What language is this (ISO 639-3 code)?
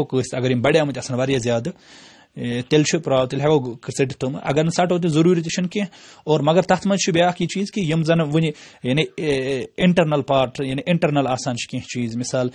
kas